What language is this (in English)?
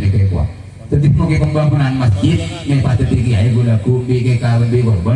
Madurese